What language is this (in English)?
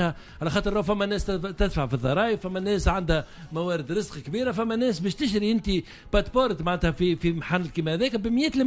Tunisian Arabic